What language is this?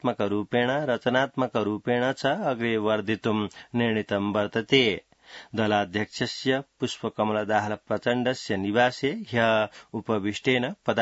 Sanskrit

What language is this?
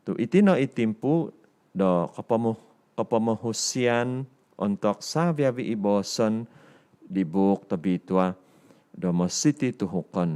Central Dusun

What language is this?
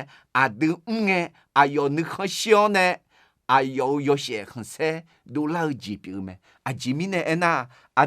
Akha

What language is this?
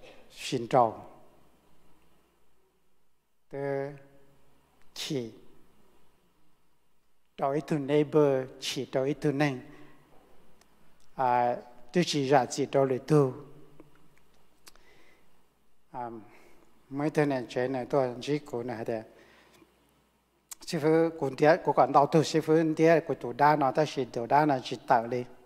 Vietnamese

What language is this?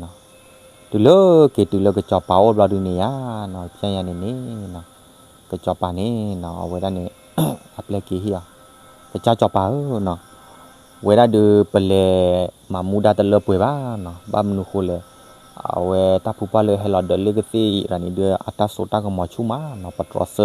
S'gaw Karen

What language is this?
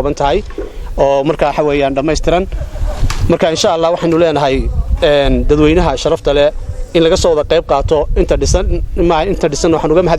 Somali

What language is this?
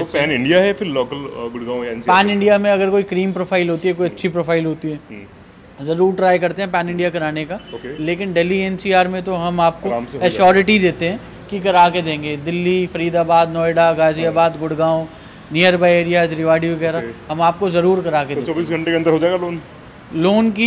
Hindi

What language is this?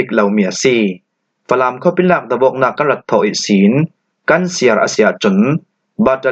Falam Chin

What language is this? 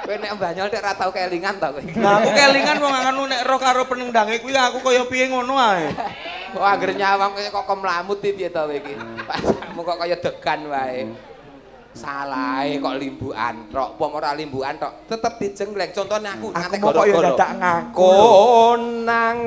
Javanese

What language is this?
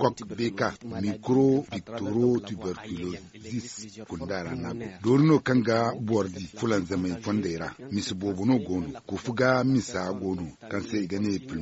Zarma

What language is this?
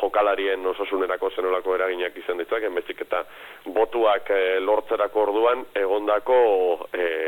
Basque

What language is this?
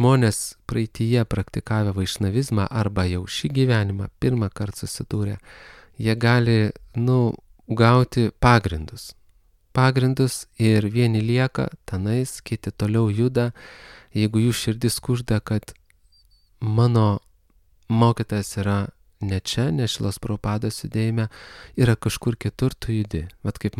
Lithuanian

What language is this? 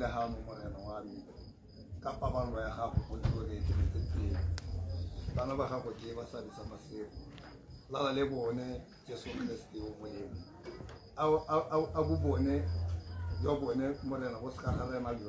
Tswana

